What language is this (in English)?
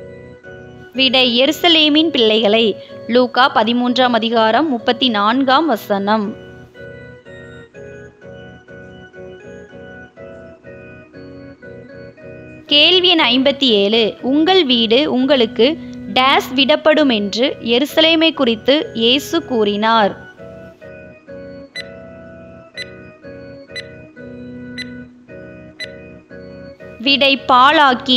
Tamil